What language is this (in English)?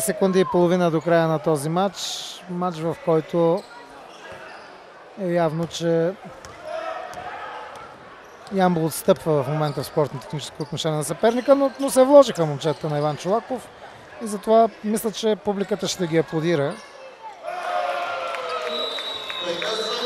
Bulgarian